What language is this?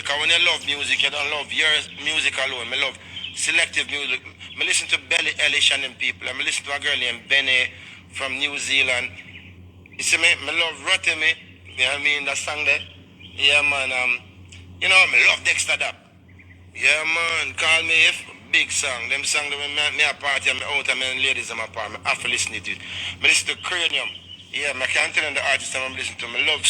Jamaican Creole English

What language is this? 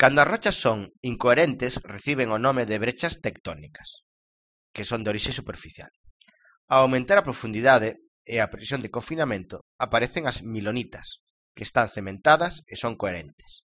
Galician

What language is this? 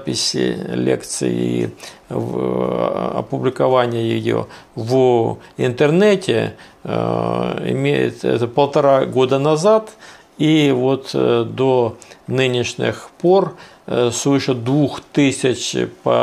Russian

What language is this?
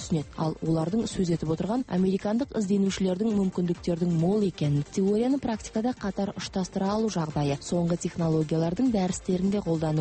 Kazakh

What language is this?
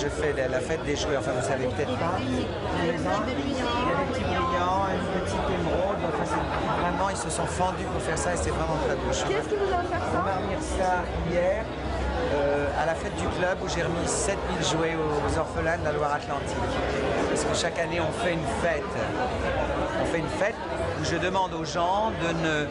French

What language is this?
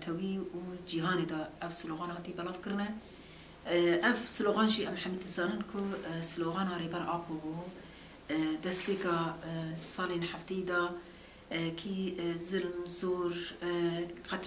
Kurdish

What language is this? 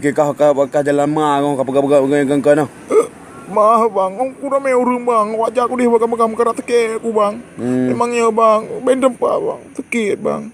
Achinese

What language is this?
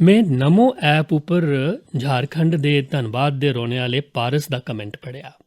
Dogri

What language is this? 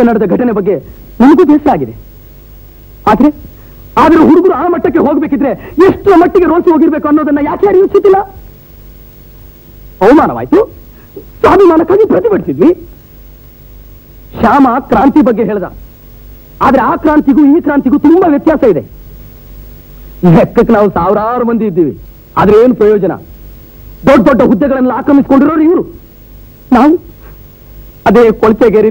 Kannada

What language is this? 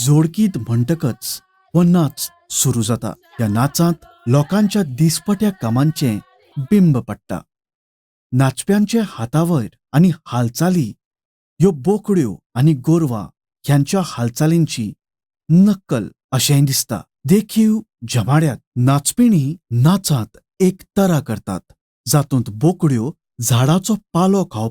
Konkani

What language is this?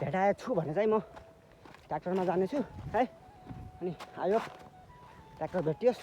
Nepali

